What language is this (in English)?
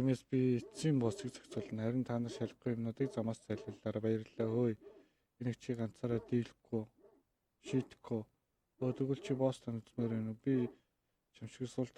Mongolian